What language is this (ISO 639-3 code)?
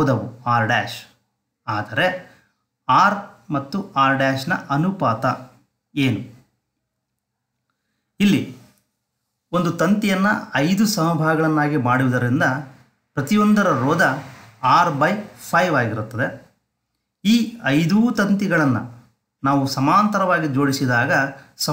kan